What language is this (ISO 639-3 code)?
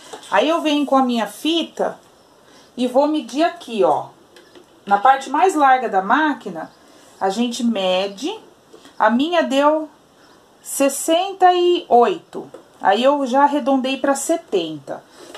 por